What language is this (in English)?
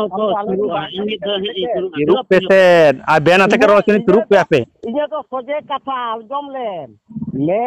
Santali